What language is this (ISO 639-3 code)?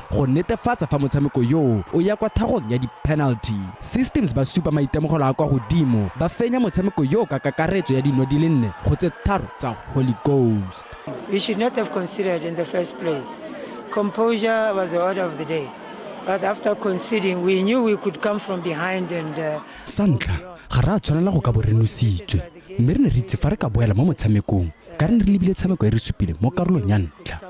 tsn